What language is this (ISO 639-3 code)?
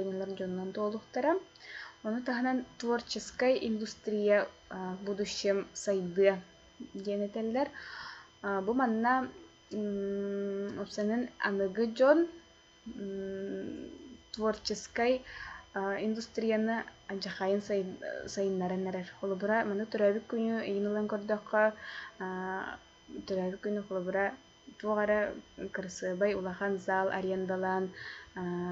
sah